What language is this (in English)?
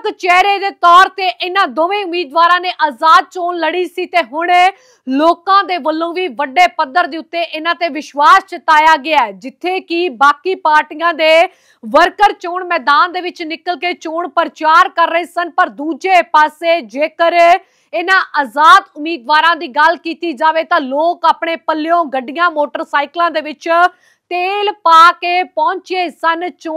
Punjabi